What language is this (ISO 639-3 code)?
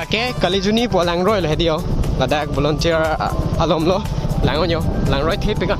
mjw